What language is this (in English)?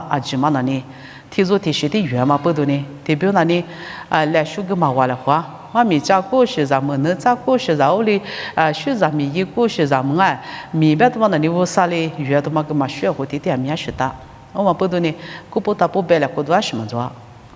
Lisu